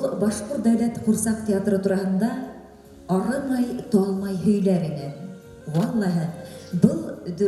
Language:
Bashkir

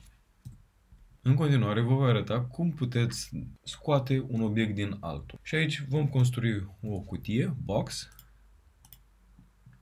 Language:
Romanian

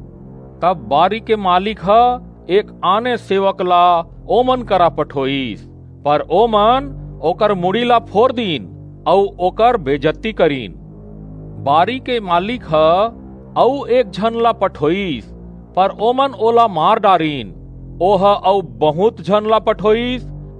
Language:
Chhattisgarhi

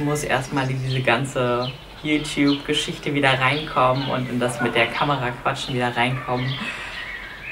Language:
German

